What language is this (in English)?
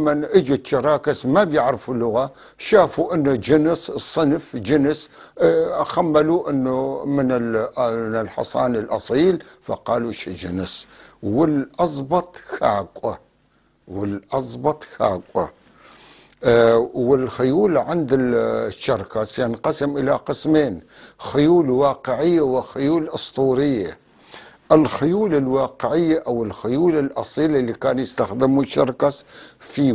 North Levantine Arabic